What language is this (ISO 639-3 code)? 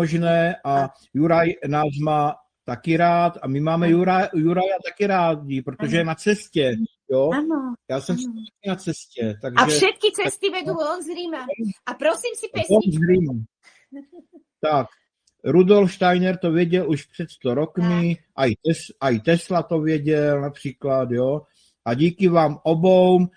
slk